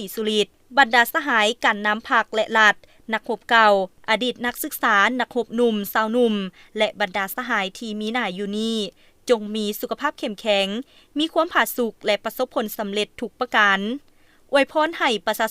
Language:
Lao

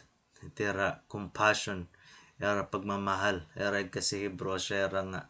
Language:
Waray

